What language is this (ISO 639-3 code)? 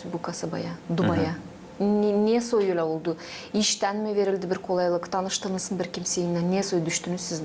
gag